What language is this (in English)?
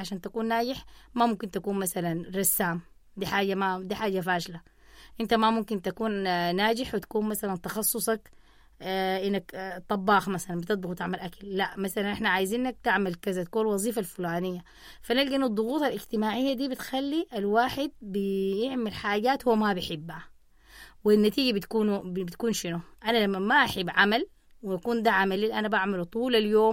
Sudanese Arabic